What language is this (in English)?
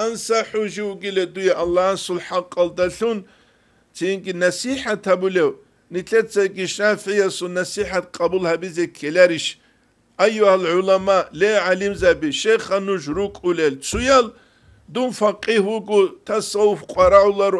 Avaric